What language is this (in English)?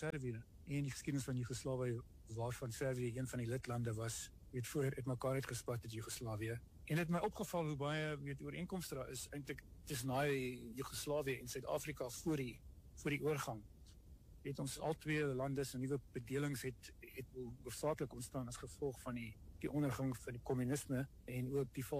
Afrikaans